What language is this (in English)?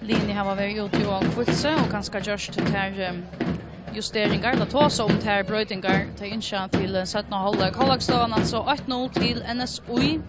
Faroese